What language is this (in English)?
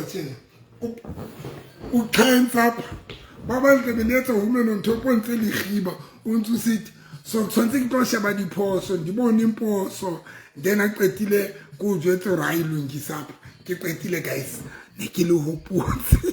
Southern Sotho